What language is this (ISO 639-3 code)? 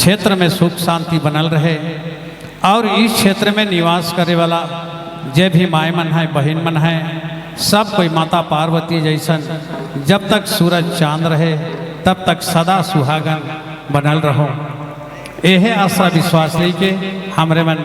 sck